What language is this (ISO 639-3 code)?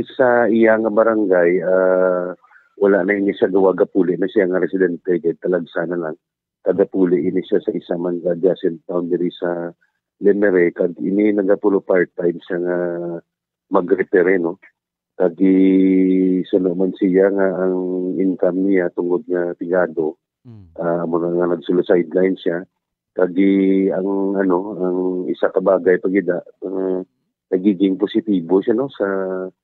hil